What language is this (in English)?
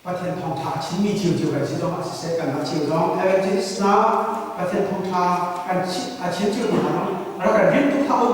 Hakha Chin